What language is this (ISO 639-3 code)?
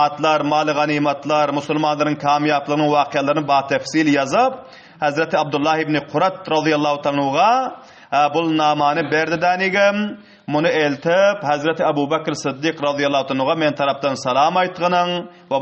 tuk